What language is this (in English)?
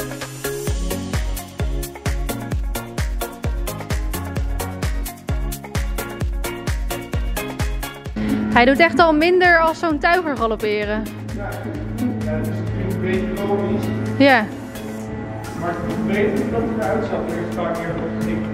Dutch